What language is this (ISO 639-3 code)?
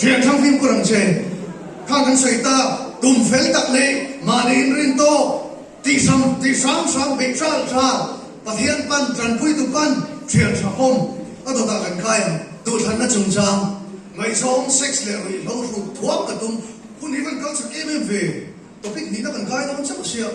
lus